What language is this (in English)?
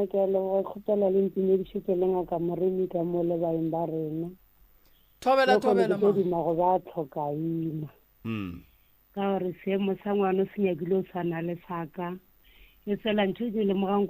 Northern Sotho